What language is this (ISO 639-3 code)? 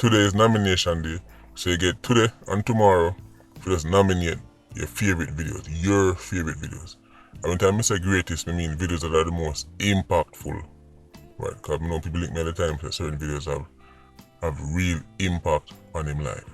jam